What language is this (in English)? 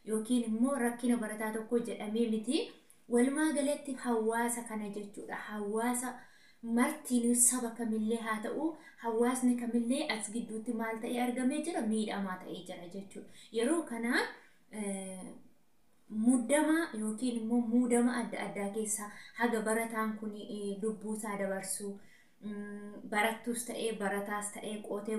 Oromo